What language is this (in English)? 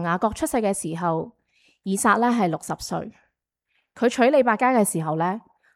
Cantonese